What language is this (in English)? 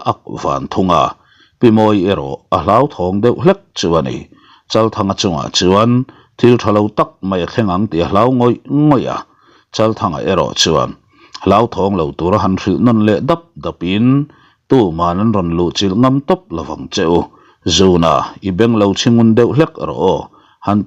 Mizo